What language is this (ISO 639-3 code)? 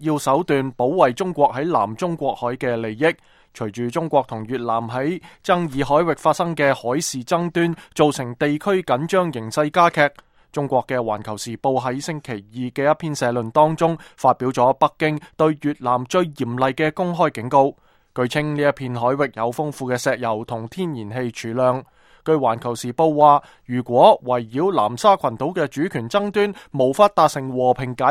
yue